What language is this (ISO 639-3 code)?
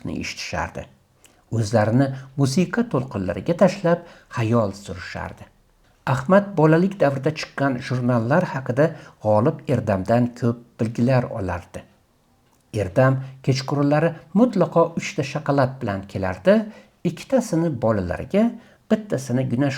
uzb